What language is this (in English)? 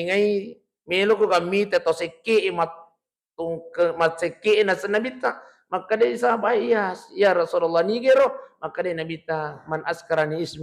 Buginese